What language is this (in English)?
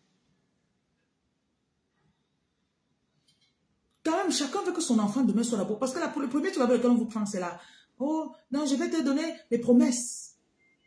French